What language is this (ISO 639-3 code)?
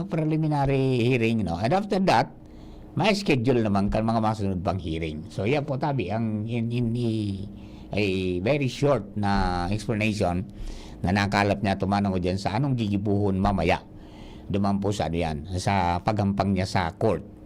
bik